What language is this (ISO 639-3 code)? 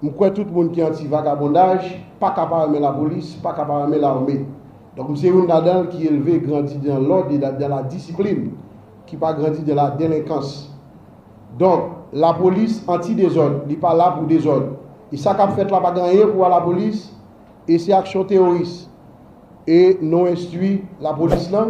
hat